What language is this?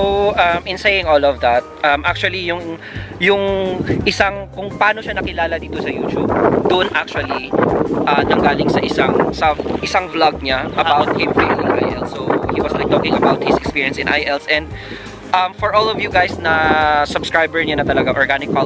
Filipino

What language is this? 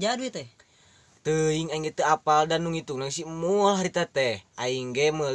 Sundanese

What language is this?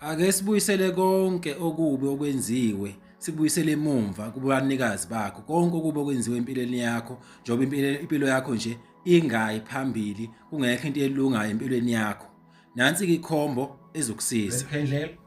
Zulu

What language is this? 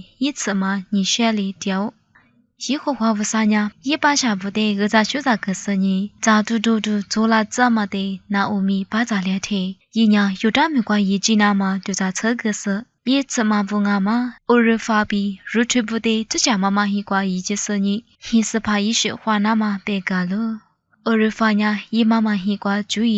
Lisu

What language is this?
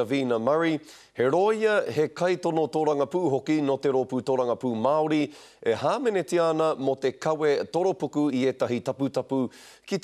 Māori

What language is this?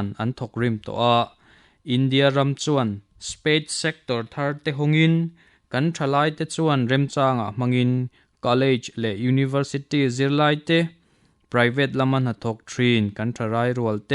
Mizo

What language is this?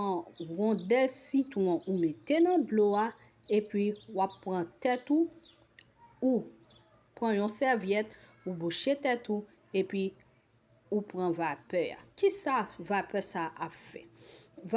Haitian Creole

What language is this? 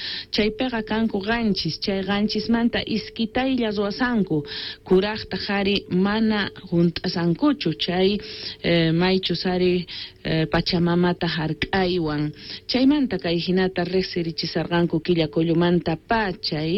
South Bolivian Quechua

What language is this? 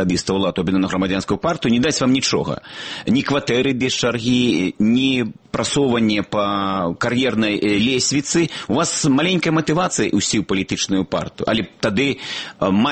Belarusian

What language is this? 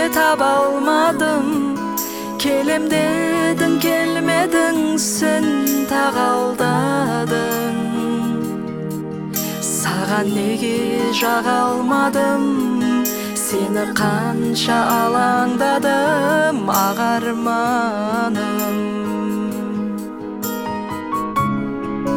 Kazakh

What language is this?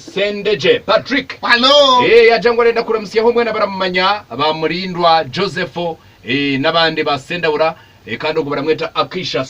Nyankole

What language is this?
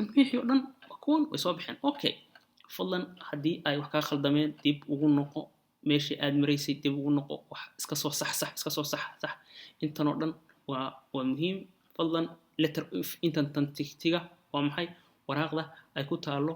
Somali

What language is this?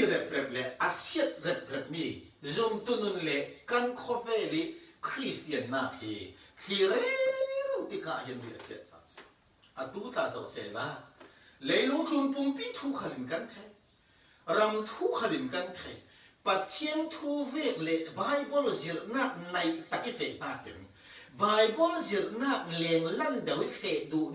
Falam Chin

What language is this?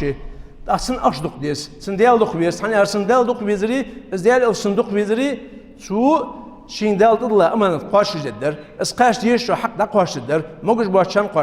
Ingush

